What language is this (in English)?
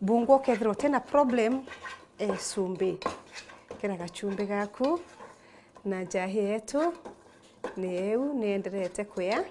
Meru